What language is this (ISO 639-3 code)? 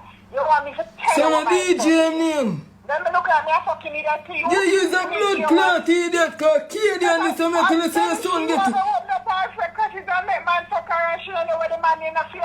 jam